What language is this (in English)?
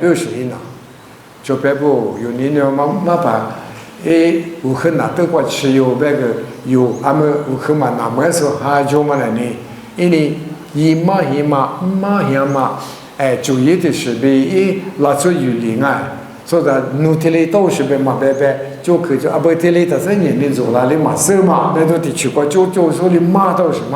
Lisu